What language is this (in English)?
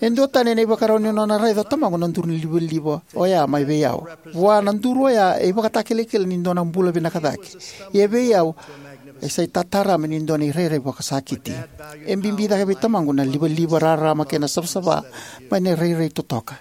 Fijian